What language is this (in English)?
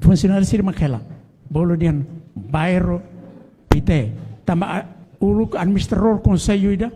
Tetum